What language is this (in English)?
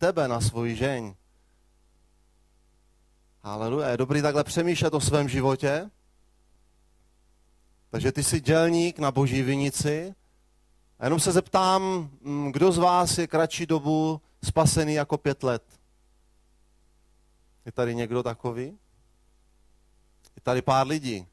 Czech